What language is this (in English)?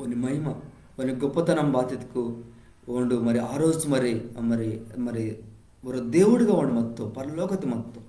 Koya